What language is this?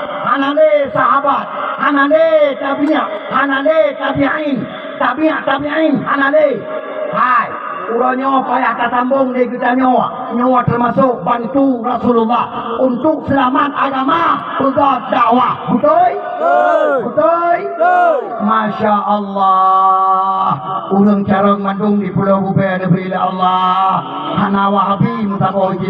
Achinese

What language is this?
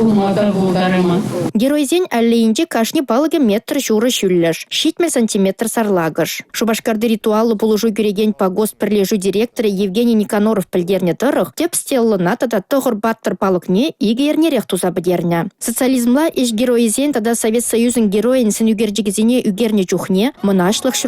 Chuvash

